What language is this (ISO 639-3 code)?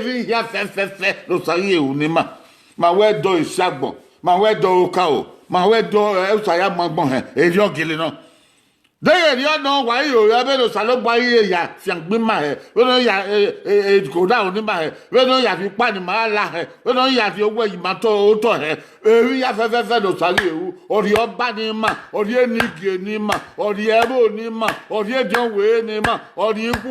bin